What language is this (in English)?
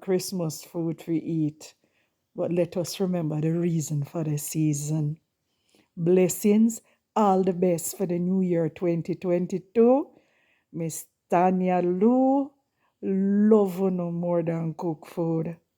Jamaican Creole English